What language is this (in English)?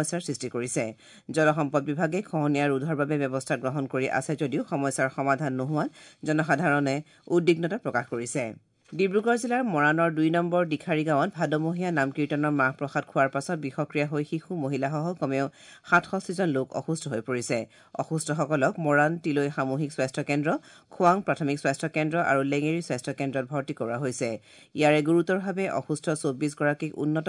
Assamese